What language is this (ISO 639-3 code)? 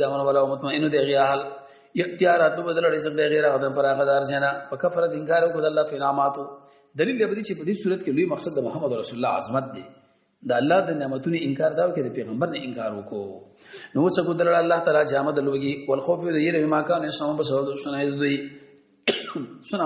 pus